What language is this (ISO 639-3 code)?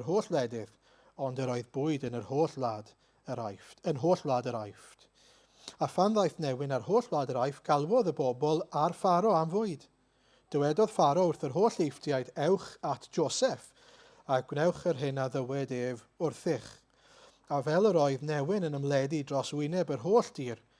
cym